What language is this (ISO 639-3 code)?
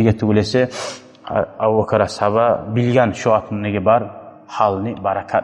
kum